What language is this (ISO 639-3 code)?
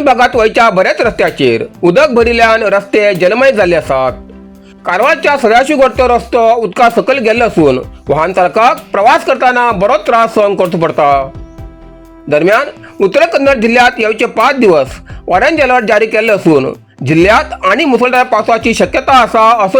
kok